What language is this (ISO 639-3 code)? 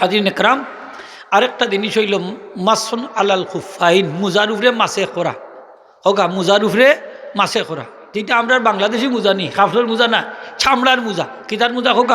syl